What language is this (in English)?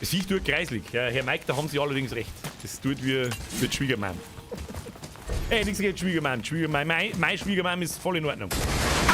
Bavarian